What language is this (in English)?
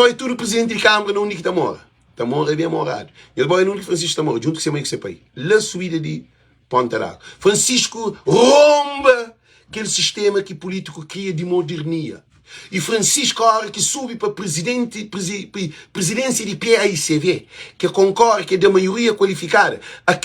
Kabuverdianu